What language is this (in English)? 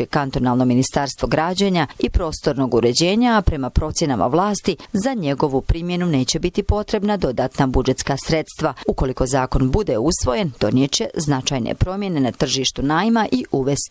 Bosnian